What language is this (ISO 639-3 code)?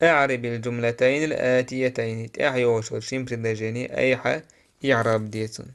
che